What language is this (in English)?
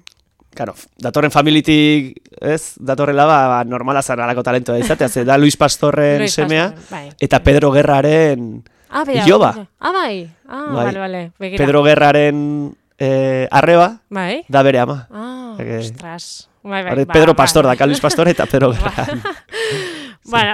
Basque